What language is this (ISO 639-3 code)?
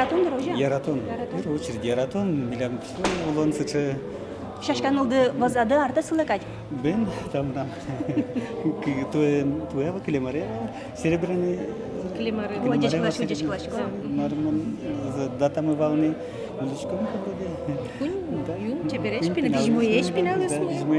udm